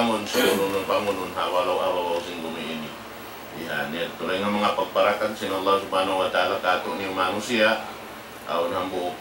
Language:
Tausug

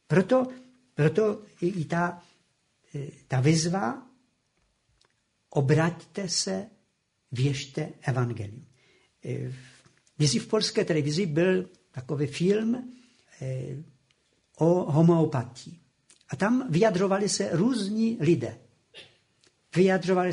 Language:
Czech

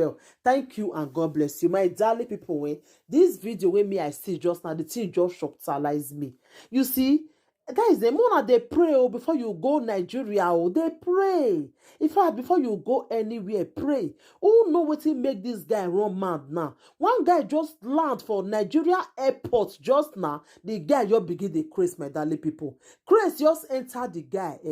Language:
Nigerian Pidgin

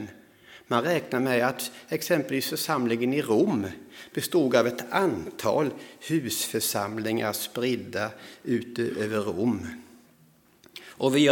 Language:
Swedish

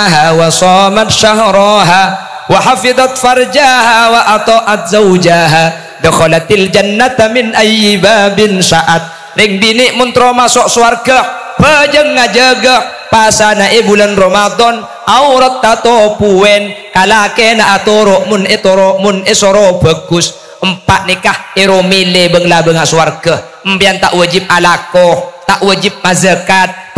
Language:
Madurese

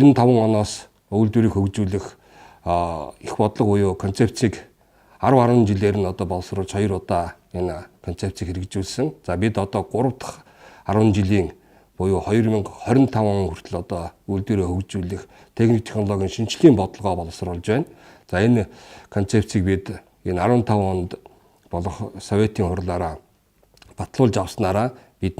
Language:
Mongolian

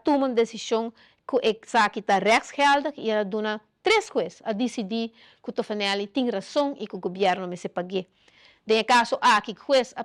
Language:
Papiamento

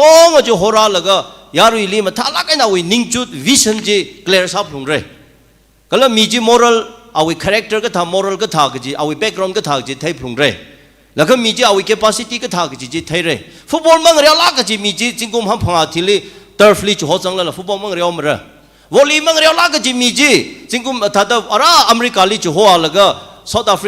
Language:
Tangkhul Naga (India)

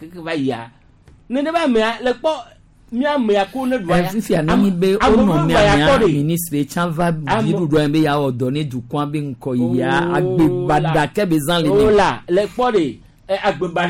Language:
Gen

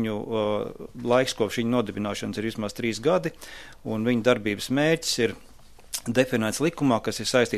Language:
Latvian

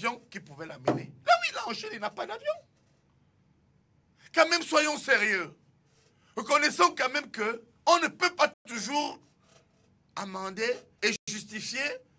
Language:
French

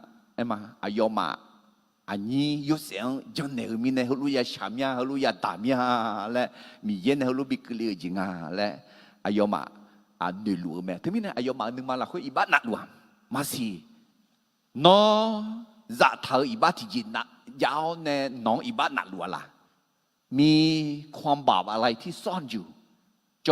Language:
Akha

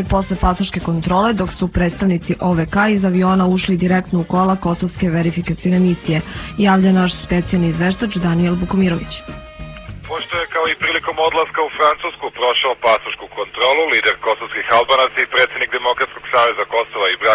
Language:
Serbian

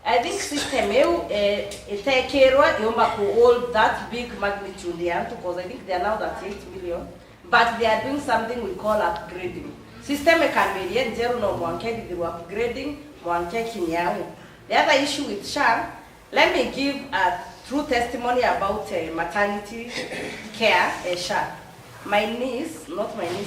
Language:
Meru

